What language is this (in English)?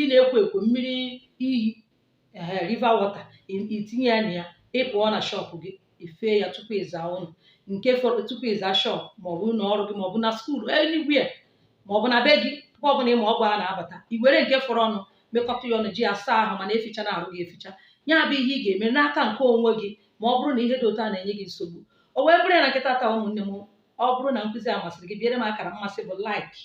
Igbo